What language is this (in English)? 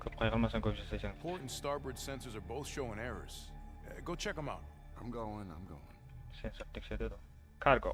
Kara-Kalpak